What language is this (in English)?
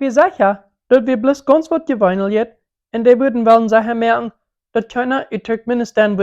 Plautdietsch